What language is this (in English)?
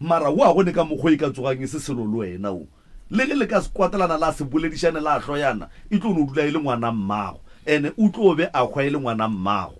Northern Sotho